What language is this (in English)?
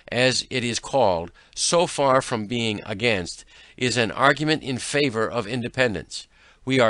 English